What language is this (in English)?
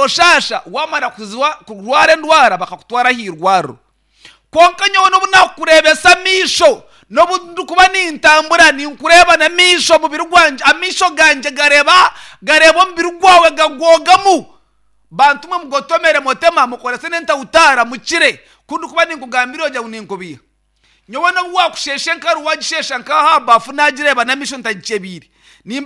Nyankole